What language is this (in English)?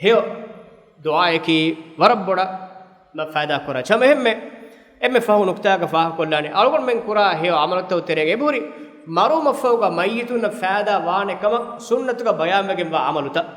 Divehi